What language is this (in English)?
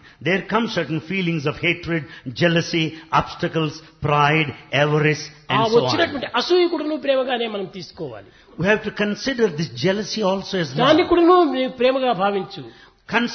Telugu